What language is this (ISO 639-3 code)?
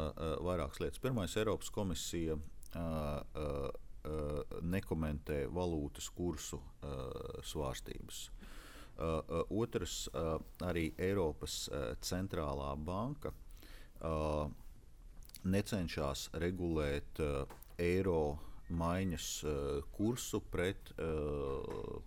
lav